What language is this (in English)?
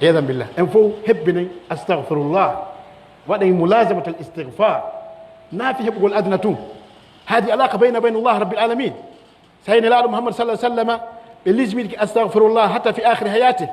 Pular